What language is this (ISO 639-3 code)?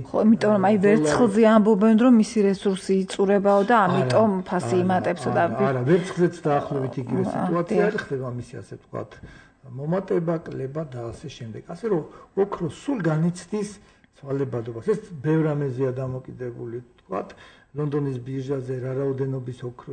kat